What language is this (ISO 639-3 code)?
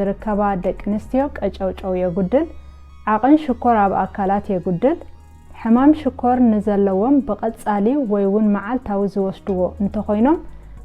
tir